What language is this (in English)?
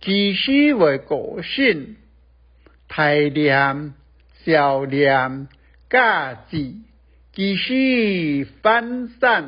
Hakka Chinese